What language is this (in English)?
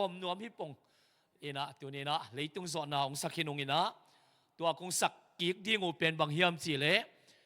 Tedim Chin